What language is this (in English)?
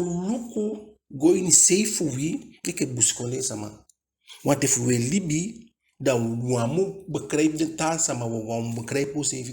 Eastern Maroon Creole